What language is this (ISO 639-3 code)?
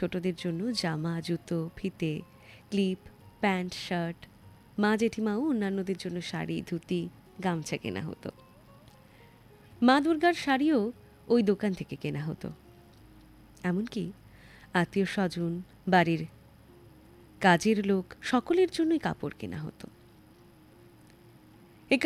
ben